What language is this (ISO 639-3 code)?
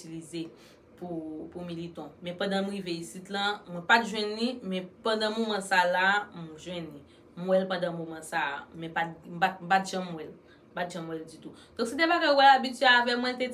hat